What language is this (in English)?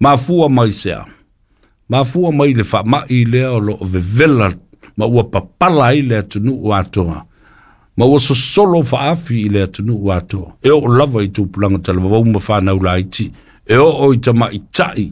Samoan